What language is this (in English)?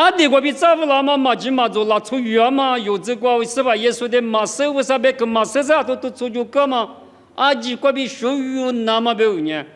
Lisu